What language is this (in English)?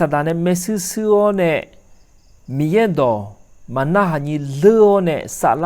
Akha